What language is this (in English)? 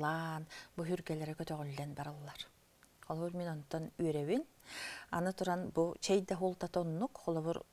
Yakut